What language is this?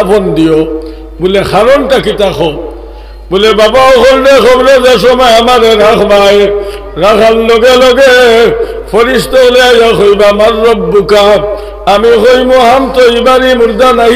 Sylheti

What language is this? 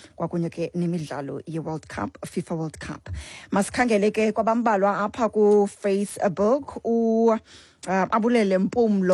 Xhosa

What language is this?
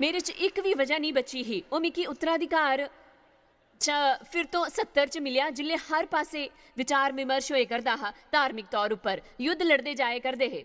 Dogri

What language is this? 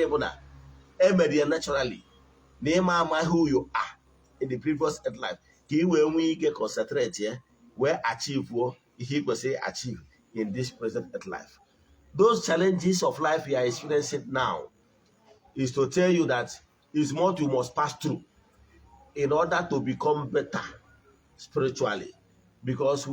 Igbo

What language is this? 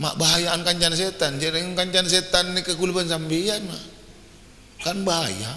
Madurese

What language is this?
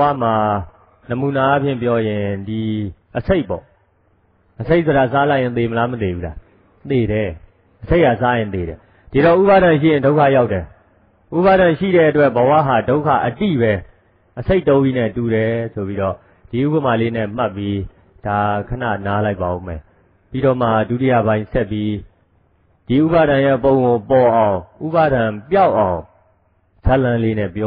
Burmese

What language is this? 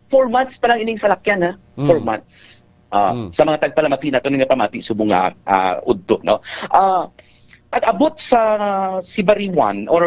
Hiligaynon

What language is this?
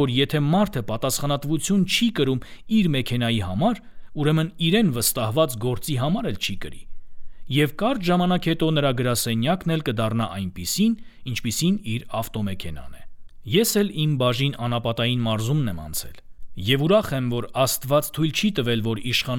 Armenian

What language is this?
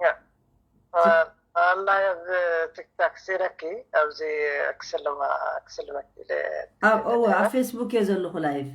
Tigrinya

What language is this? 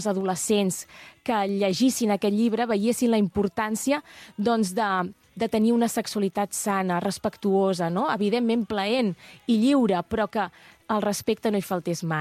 Catalan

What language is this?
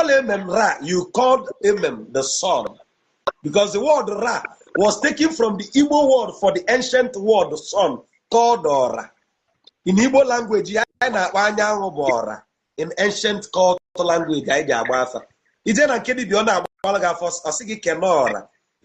Igbo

